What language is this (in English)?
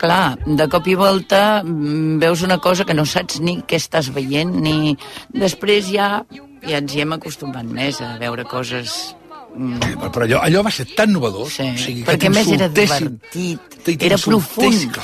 Catalan